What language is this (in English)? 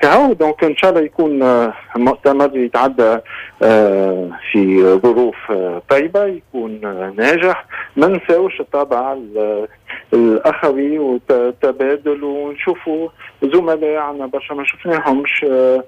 Tunisian Arabic